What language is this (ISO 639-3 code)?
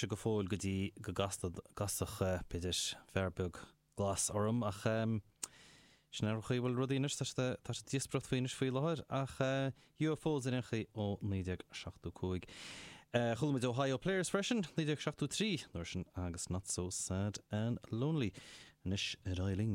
gle